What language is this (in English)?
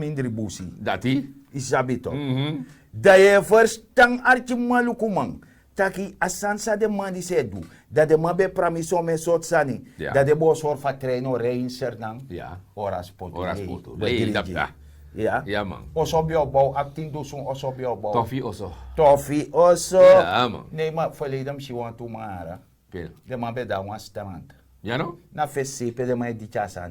Sranan Tongo